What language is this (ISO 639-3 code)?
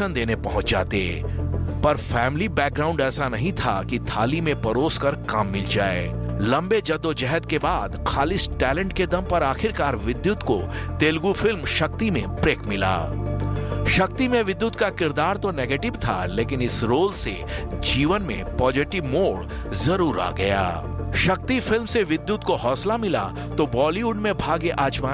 hin